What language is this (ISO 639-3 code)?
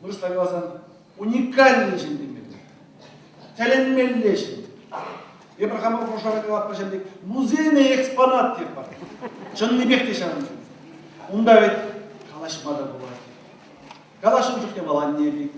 chv